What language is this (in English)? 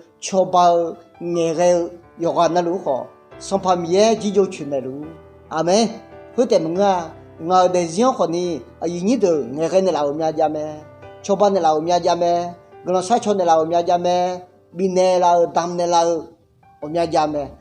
Akha